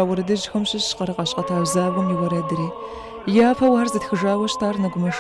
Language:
Kabardian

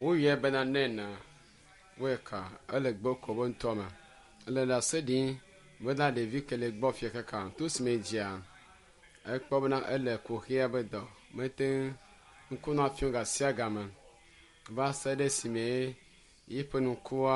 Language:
Ewe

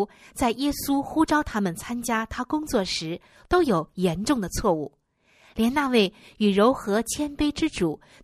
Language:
Chinese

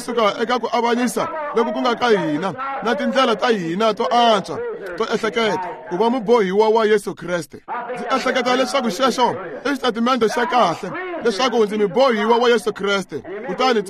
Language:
Tsonga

